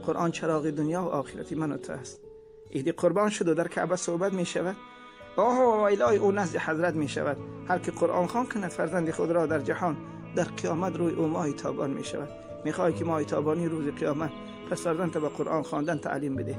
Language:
Tajik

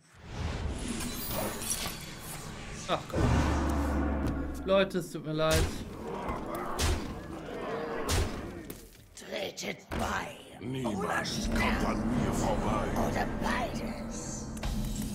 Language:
German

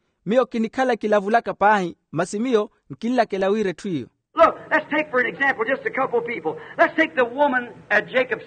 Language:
Makhuwa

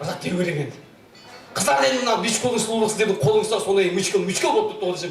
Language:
Kara-Kalpak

